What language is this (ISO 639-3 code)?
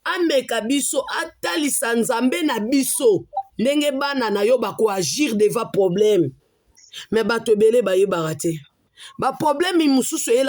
lin